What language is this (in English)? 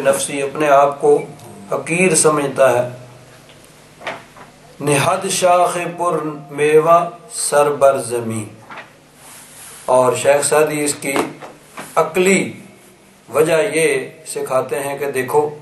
Urdu